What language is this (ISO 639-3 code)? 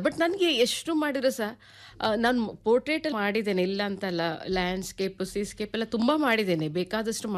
kan